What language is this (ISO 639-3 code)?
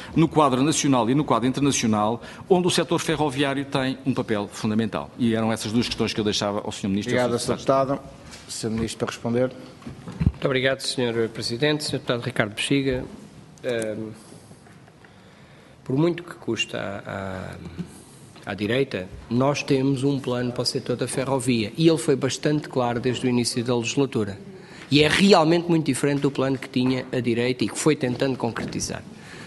por